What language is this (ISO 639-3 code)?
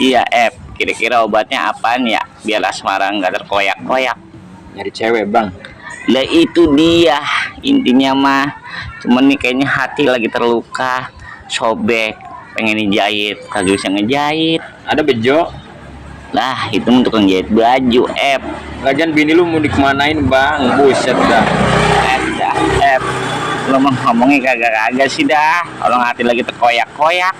bew